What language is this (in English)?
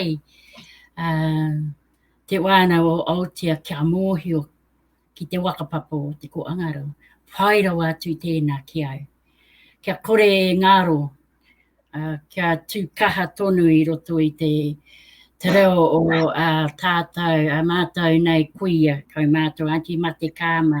Māori